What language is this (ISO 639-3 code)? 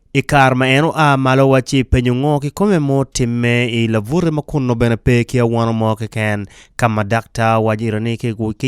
ach